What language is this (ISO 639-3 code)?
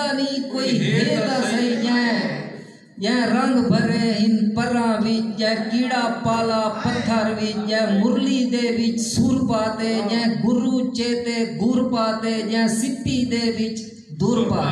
skr